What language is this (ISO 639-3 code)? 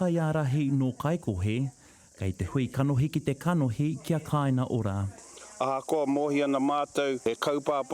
mri